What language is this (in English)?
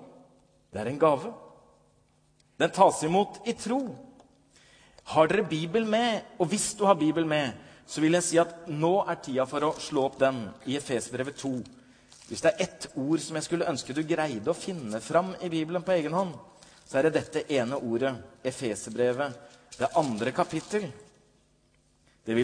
Norwegian